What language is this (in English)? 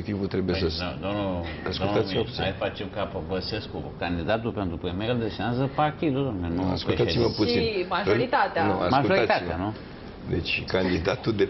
Romanian